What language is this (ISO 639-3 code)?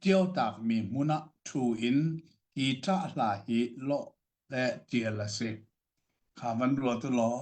cnh